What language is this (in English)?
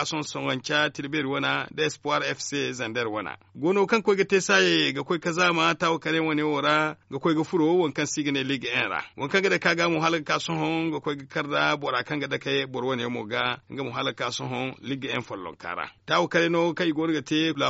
Zarma